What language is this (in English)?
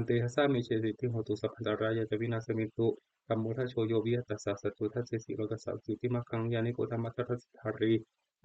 Pali